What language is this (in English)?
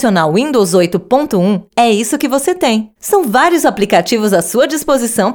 Portuguese